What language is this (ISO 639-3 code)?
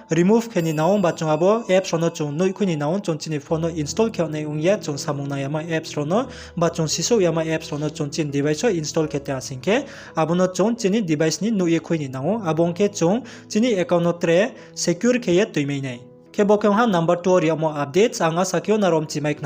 ria